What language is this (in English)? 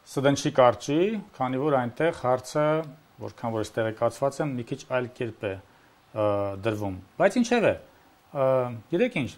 Armenian